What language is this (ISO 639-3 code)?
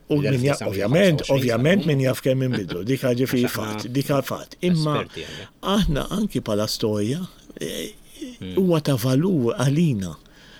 mlt